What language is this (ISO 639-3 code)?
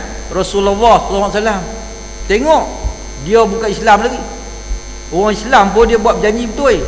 msa